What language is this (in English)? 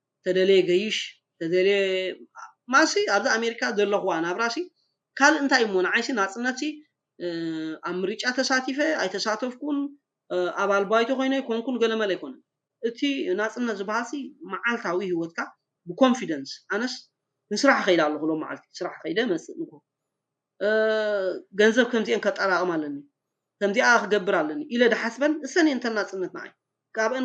Tigrinya